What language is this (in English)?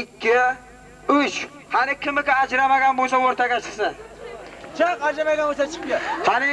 Uzbek